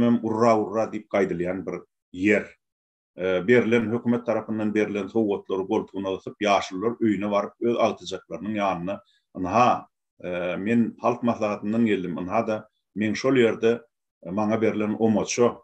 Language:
Turkmen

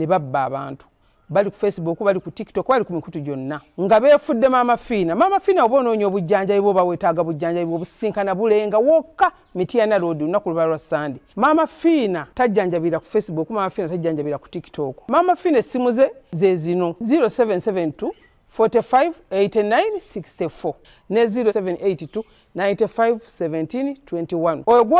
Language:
Ganda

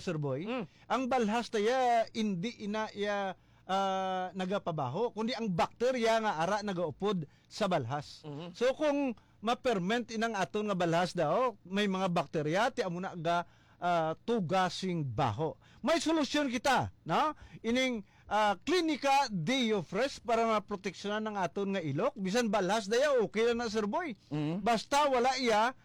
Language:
Hiligaynon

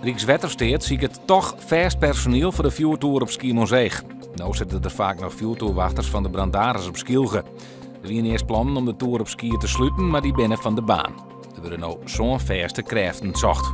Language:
Western Frisian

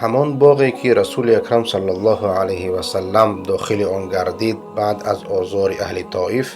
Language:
Persian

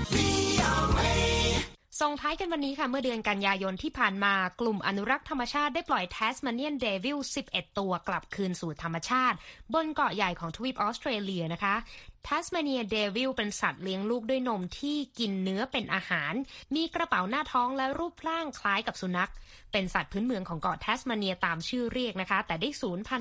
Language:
Thai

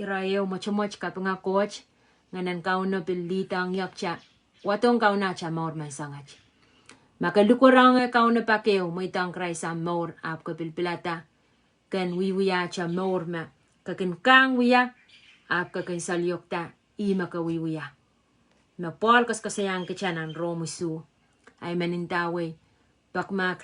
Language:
Pohnpeian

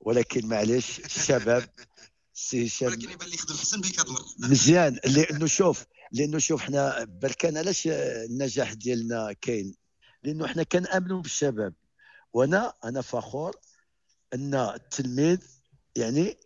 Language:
Moroccan Arabic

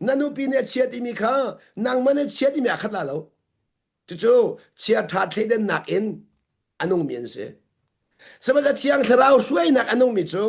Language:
Hakha Chin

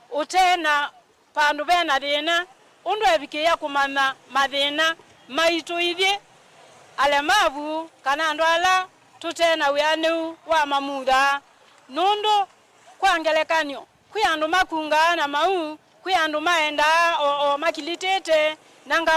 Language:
Kamba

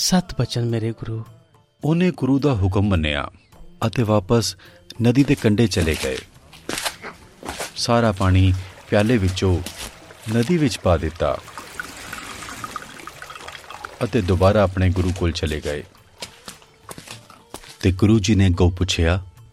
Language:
Punjabi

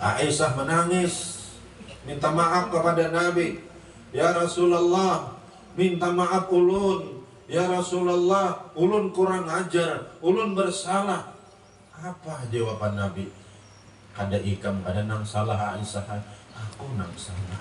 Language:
Banjar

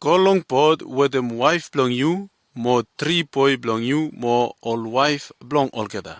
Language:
Bislama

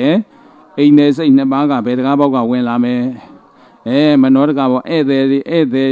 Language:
Burmese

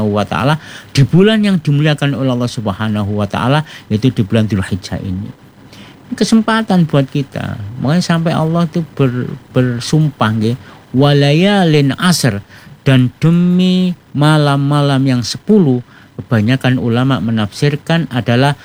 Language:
Indonesian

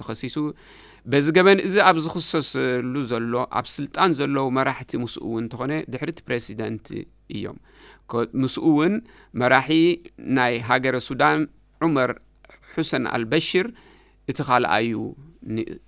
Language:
Tigrinya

